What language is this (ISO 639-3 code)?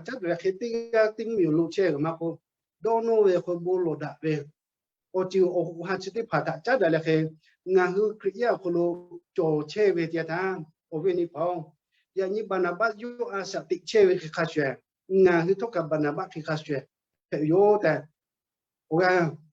lhu